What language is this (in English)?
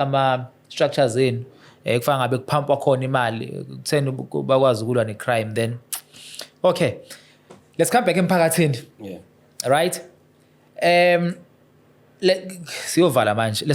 Zulu